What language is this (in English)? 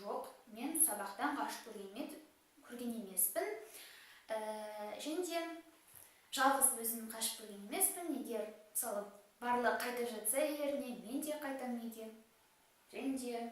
Kazakh